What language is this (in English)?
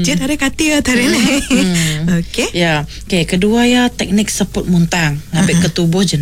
Iban